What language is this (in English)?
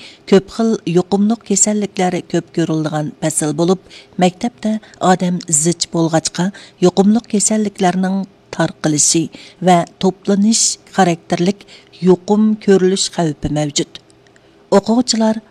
Uyghur